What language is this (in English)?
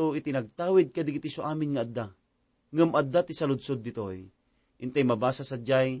Iloko